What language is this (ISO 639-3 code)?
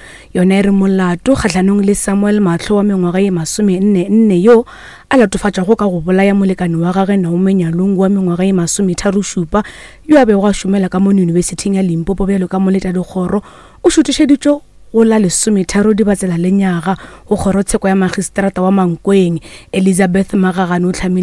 nso